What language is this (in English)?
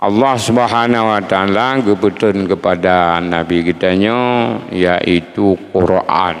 Achinese